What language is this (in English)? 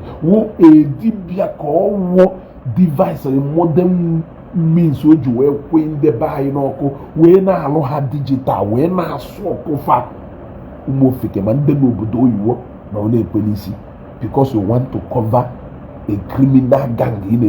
Igbo